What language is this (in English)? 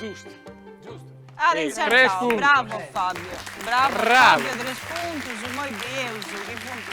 Sardinian